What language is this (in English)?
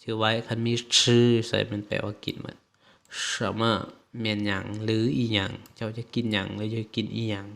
Lao